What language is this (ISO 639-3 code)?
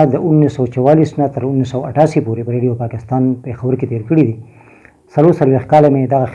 pus